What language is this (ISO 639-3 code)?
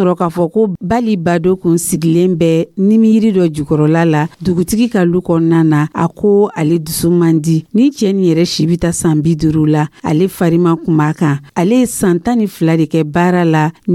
dyu